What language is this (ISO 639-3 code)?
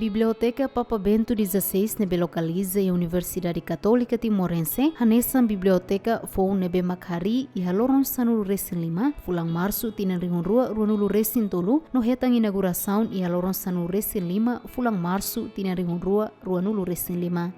tet